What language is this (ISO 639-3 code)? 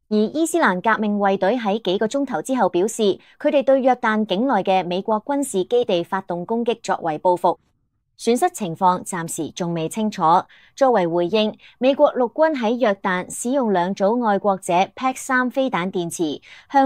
yue